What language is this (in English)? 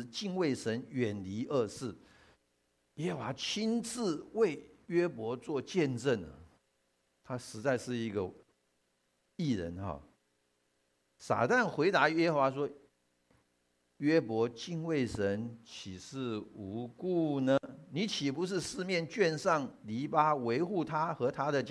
Chinese